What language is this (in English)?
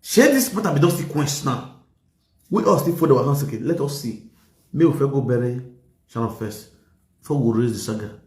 Nigerian Pidgin